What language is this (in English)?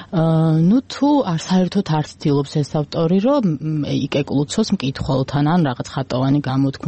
Georgian